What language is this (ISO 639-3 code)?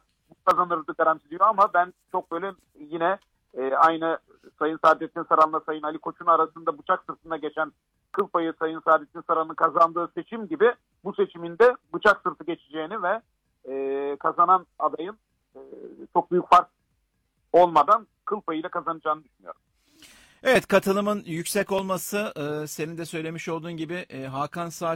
tur